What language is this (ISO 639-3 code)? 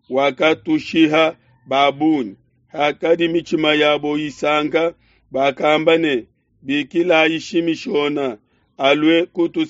lua